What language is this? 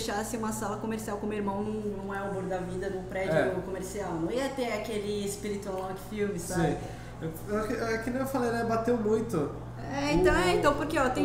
Portuguese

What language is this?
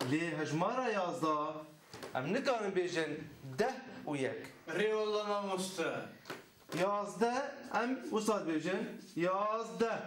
Kurdish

